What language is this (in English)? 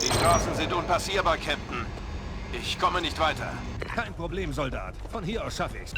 Bavarian